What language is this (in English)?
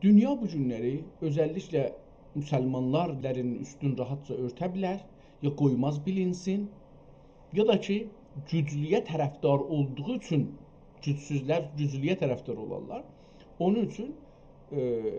South Azerbaijani